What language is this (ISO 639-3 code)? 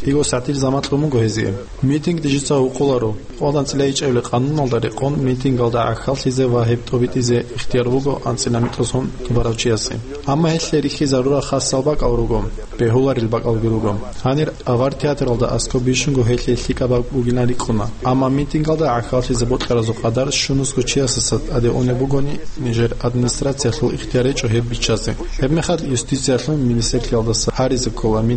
ava